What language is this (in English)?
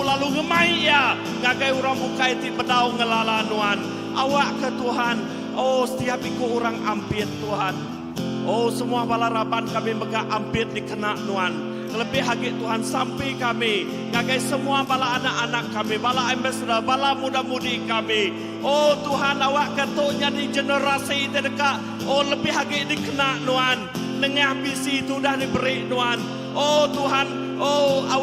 Iban